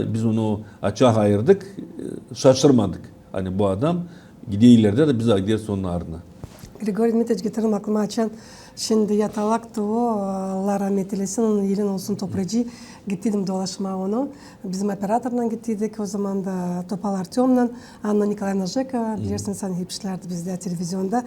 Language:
Gagauz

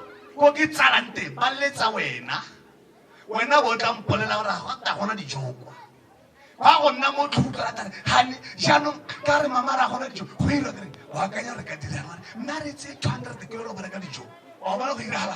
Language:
Tswana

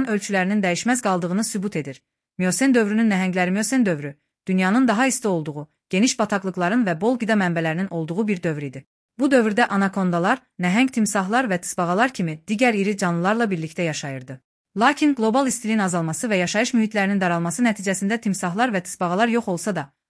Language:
Azerbaijani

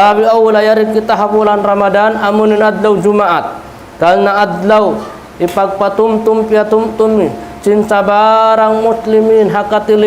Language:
Tausug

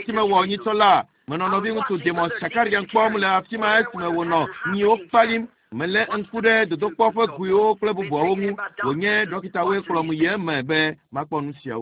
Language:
Ewe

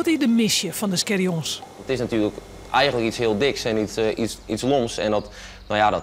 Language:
Western Frisian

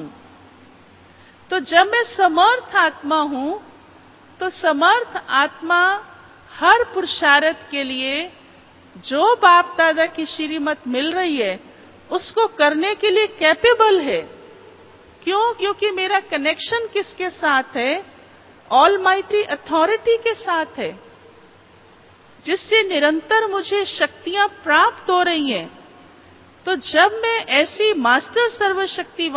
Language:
Hindi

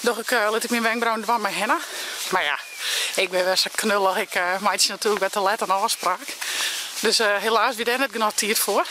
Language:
Western Frisian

